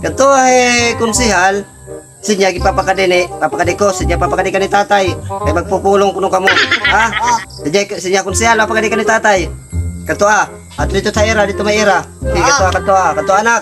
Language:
Waray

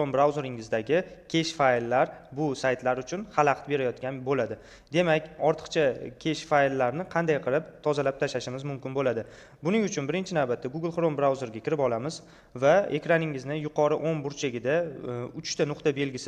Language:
Uzbek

